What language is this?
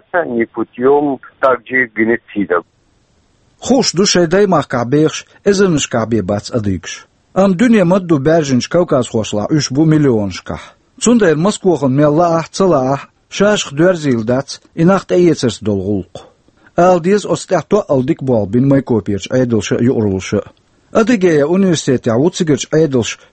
Chechen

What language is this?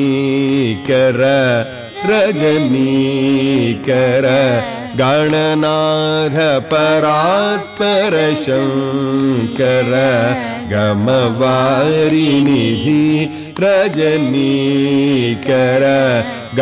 Telugu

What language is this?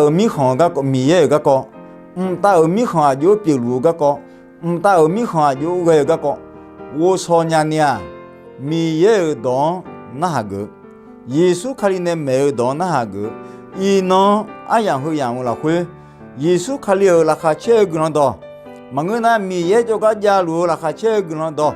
Akha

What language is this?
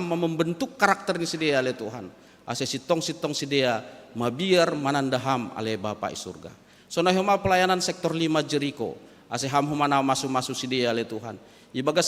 Batak Simalungun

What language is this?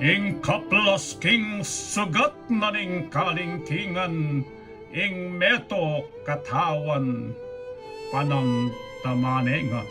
Pampanga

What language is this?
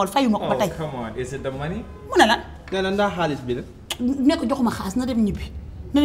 Wolof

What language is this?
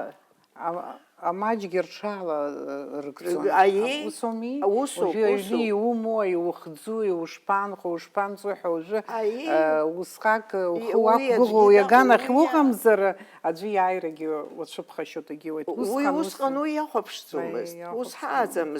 Abkhazian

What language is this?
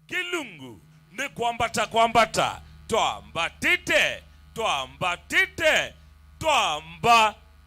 Kamba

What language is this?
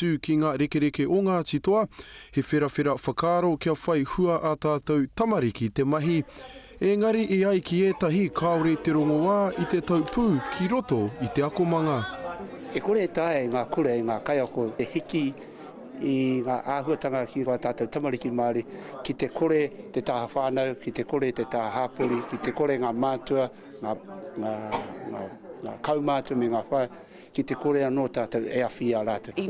Māori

